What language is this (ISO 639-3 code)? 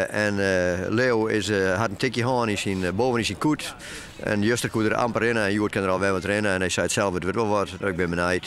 fry